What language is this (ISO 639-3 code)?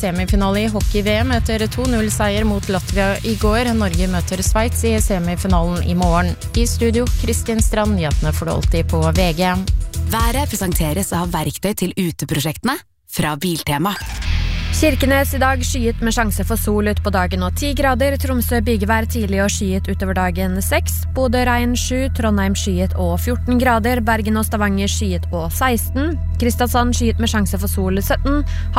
nor